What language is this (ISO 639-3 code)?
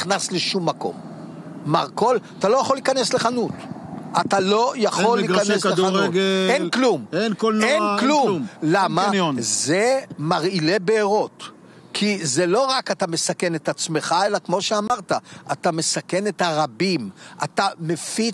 heb